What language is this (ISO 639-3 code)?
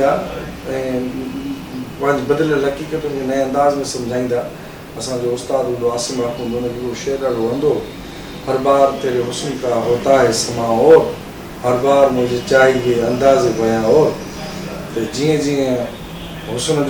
snd